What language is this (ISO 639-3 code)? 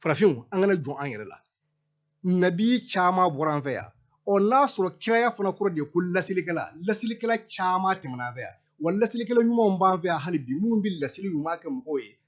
bam